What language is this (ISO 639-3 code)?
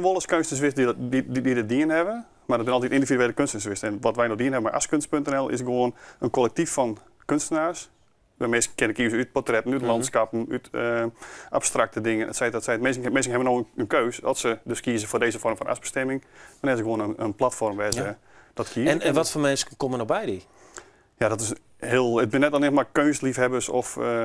fry